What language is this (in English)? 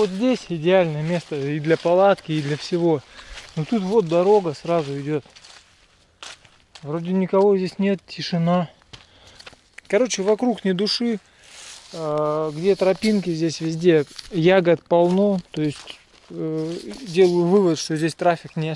Russian